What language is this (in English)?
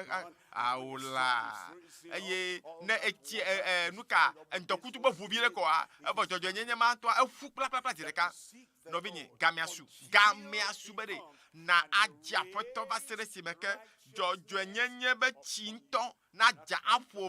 Ewe